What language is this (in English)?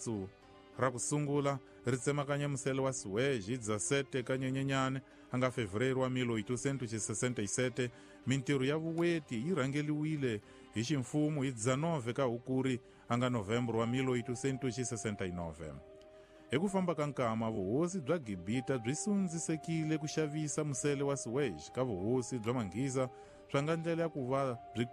Tsonga